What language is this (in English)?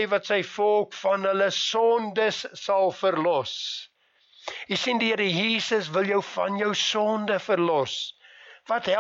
Afrikaans